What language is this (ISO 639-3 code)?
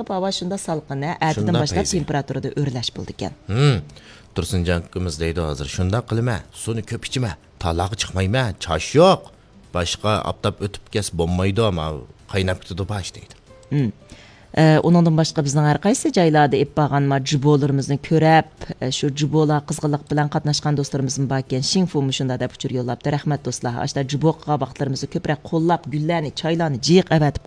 uig